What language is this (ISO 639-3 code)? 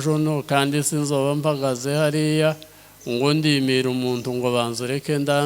kin